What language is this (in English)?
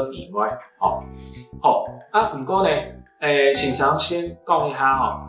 Hakka Chinese